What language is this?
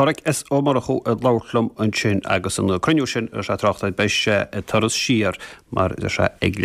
Irish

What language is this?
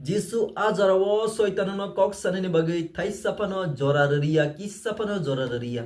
Kok Borok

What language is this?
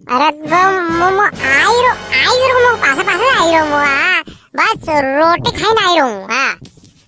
Rajasthani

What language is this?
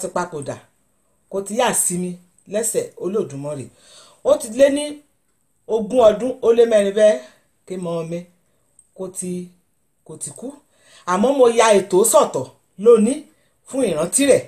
Yoruba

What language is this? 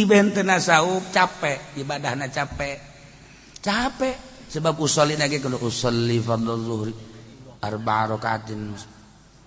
Sundanese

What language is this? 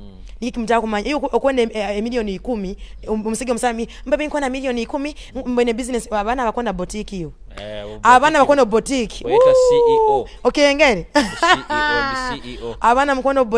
Nyoro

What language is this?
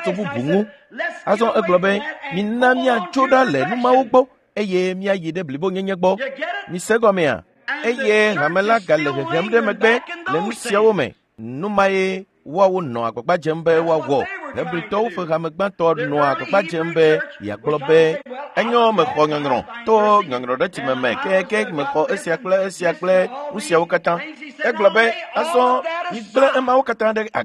Ewe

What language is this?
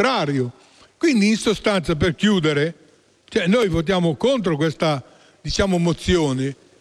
Italian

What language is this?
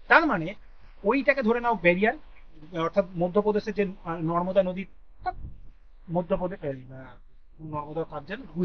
Bangla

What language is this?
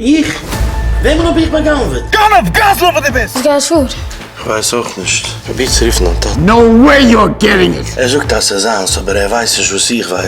Yiddish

